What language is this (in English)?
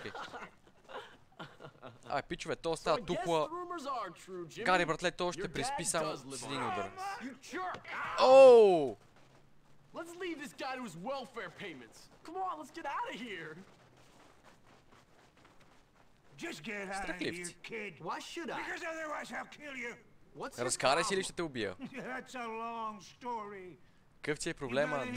Bulgarian